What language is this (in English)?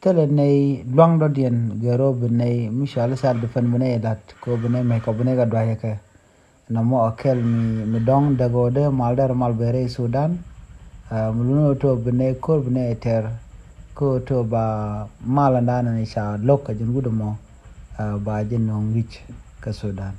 Nuer